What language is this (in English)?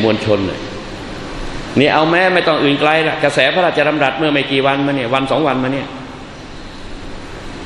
Thai